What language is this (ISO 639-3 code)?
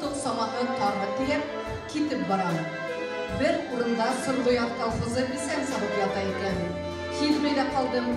bak